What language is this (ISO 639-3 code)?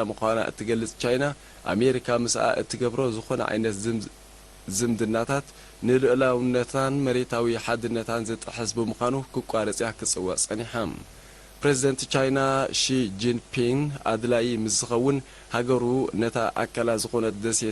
tir